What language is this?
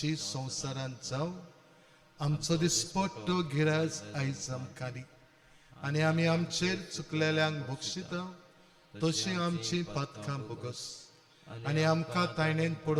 Konkani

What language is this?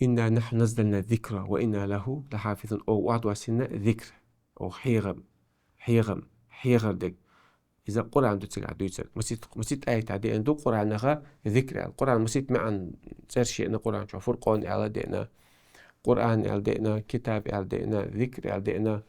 Chechen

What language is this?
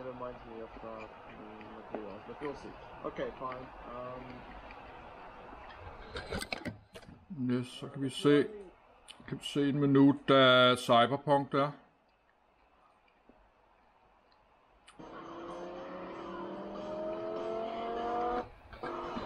Danish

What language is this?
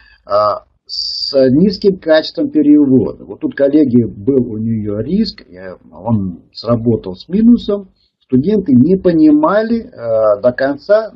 Russian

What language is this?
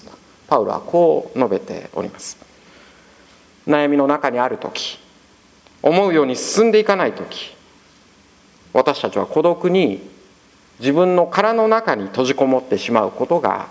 Japanese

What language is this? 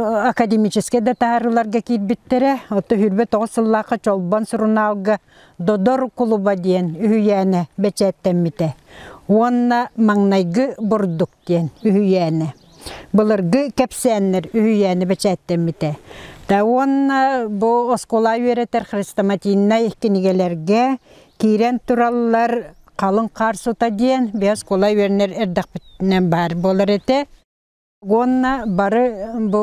Yakut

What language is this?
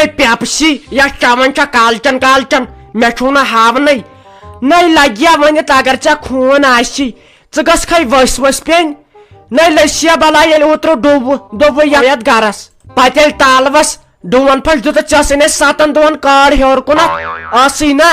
Kashmiri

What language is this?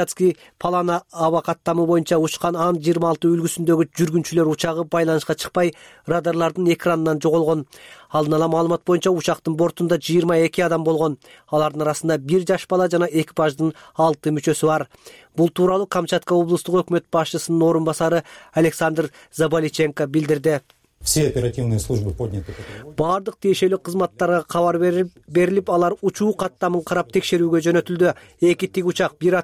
Kyrgyz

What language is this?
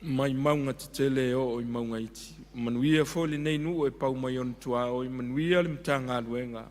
Samoan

